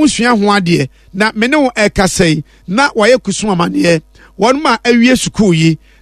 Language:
Akan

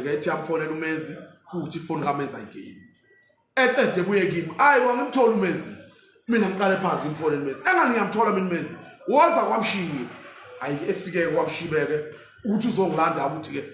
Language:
Zulu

